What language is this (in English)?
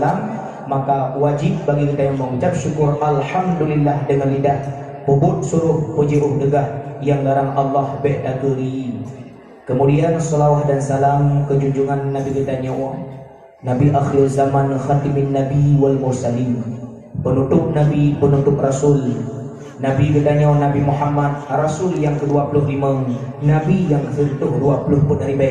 Achinese